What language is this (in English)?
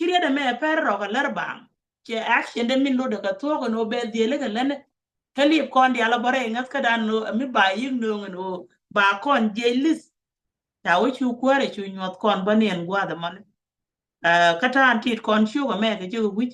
Nuer